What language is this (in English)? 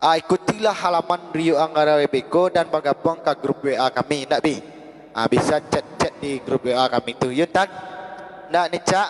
Minangkabau